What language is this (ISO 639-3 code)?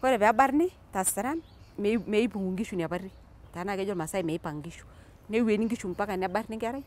mas